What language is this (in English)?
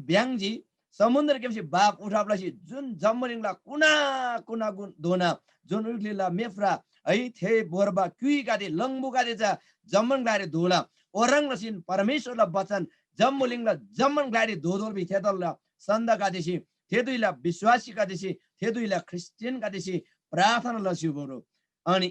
Eastern Tamang